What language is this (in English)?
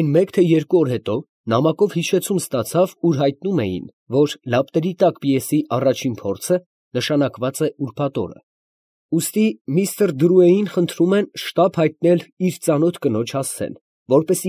Armenian